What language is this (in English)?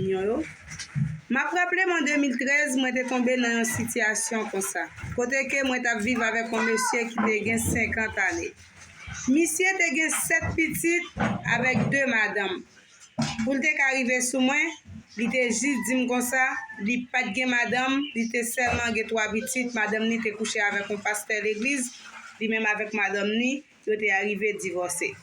Haitian Creole